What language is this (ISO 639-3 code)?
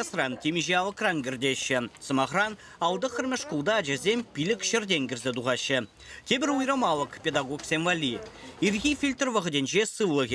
chv